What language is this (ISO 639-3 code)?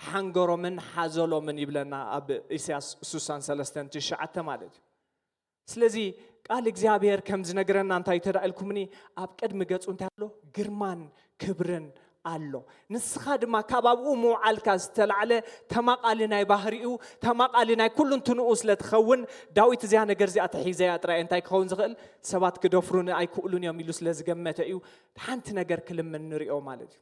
tir